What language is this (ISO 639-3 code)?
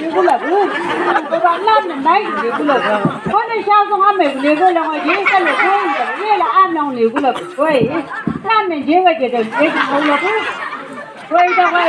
nbc